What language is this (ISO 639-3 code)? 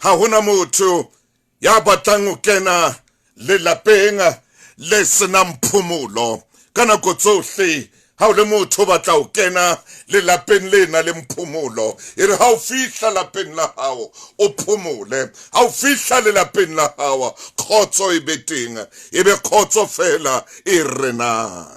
sot